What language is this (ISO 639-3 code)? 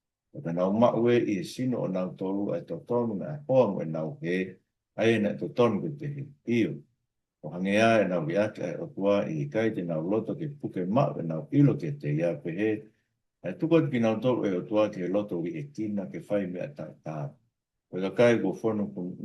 ton